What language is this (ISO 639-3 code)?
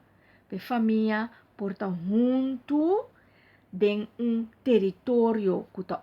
pap